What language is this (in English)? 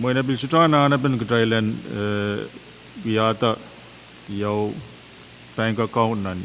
Pohnpeian